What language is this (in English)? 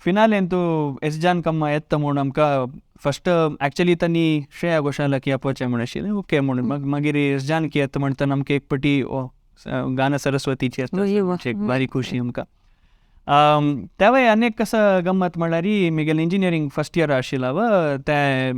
Konkani